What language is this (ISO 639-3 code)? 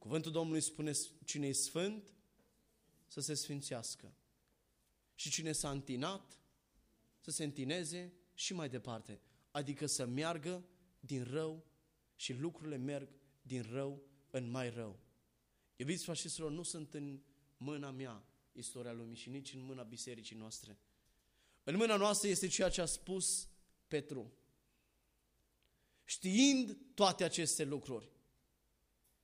ron